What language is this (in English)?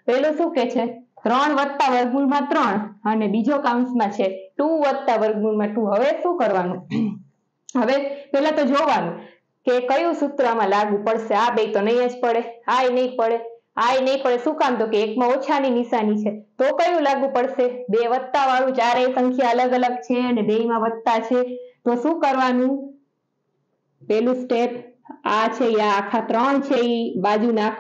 Gujarati